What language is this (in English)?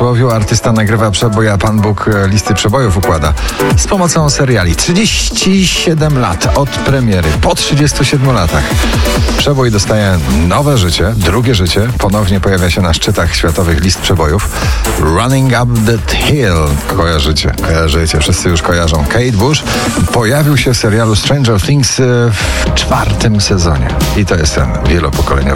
Polish